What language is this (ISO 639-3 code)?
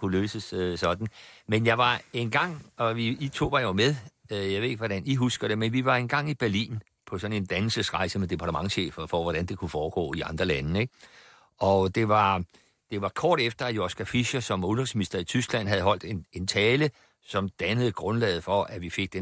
dan